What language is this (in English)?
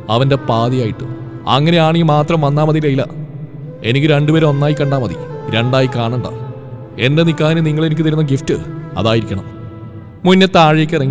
Malayalam